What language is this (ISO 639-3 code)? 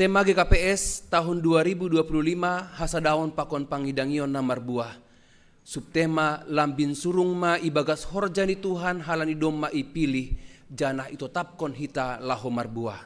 bts